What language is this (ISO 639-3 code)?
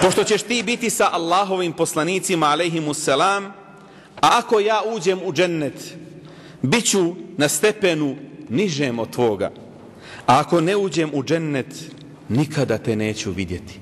bos